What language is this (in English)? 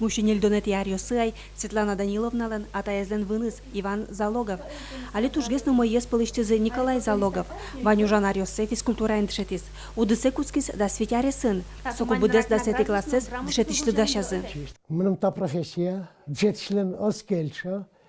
Udmurt